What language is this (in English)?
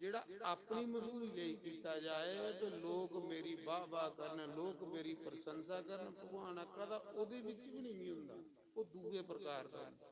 Dogri